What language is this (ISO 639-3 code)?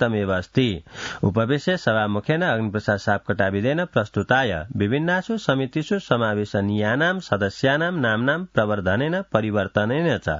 san